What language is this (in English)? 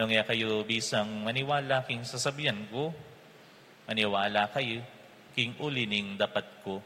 Pampanga